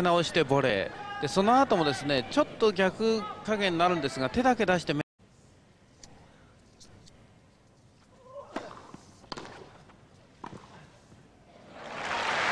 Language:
Japanese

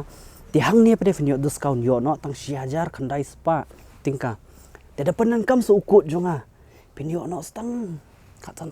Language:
Khasi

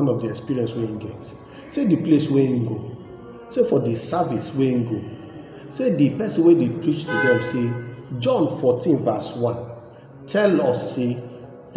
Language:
Nigerian Pidgin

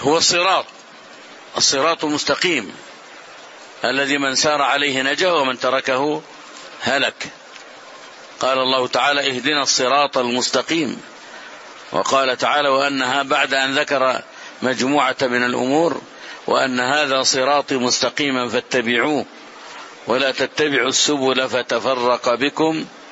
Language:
Arabic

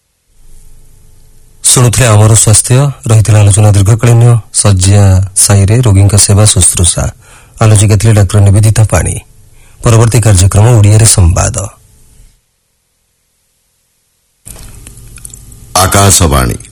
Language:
Odia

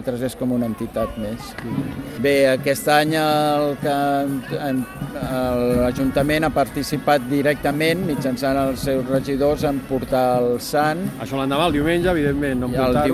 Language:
Catalan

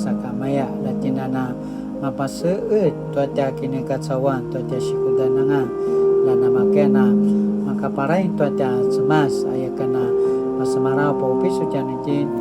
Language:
Paiwan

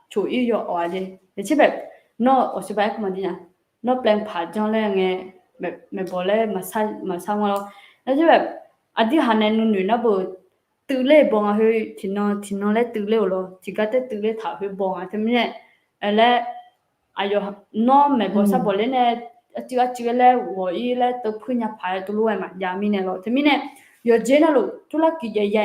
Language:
Akha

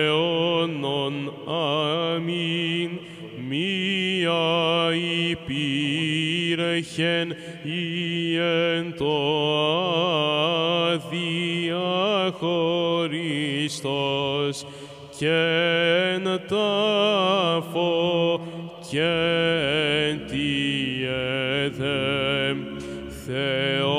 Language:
Greek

